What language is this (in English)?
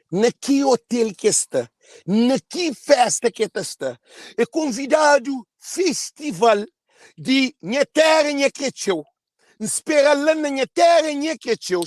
Kabuverdianu